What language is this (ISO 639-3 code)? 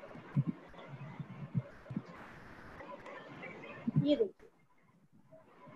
hin